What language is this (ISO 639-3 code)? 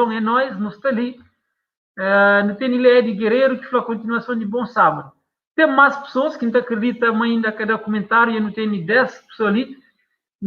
kea